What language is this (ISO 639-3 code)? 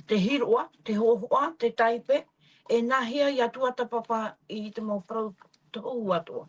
tah